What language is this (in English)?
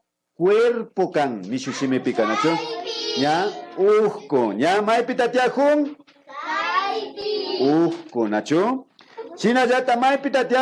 Imbabura Highland Quichua